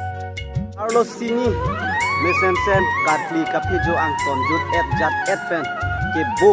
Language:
Karbi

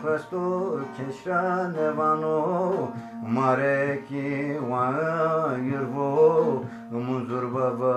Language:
Zaza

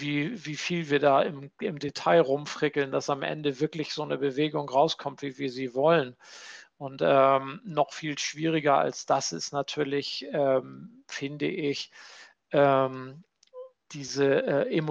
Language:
German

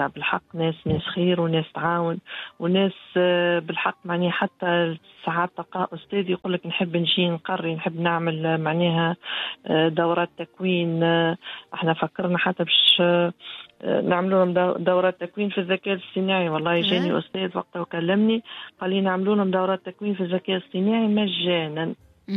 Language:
Tunisian Arabic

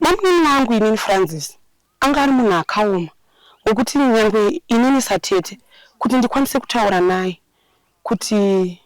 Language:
Shona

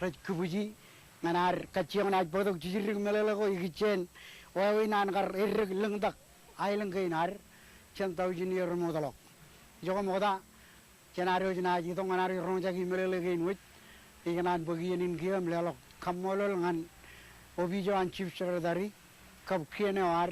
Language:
Marshallese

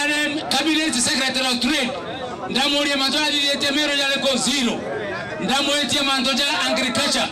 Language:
Meru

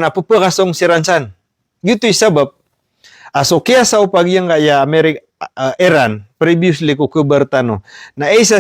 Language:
Maranao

